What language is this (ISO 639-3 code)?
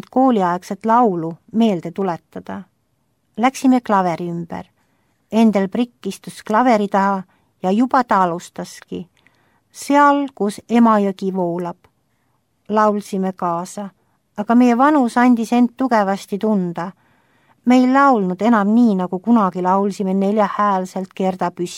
est